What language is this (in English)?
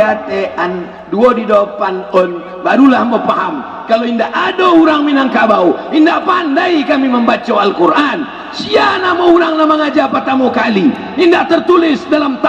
Minangkabau